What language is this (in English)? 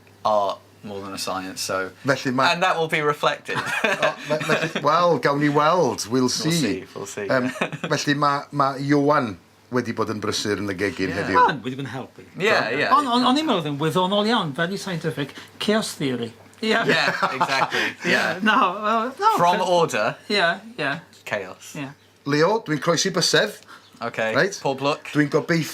Welsh